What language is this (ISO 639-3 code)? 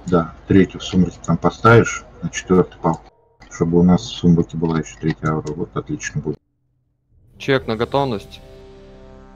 rus